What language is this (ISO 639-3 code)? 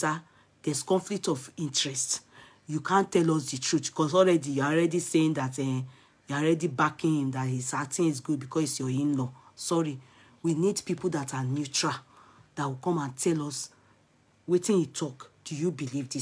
pcm